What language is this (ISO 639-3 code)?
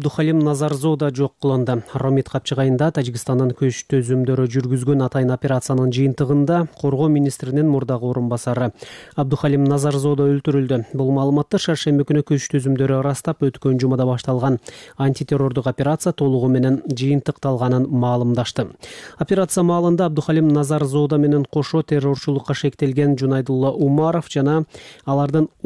kir